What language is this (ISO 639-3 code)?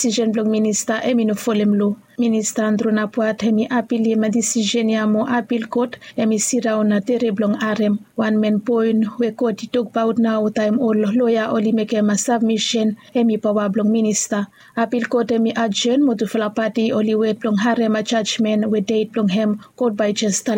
bis